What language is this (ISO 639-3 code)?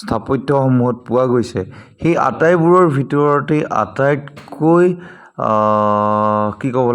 asm